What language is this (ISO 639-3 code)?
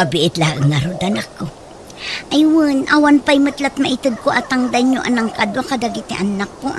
ilo